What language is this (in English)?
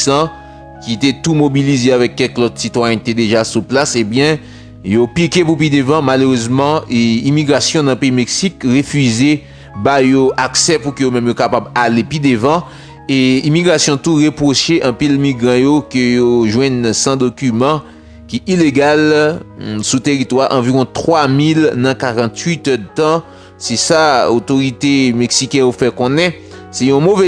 Haitian Creole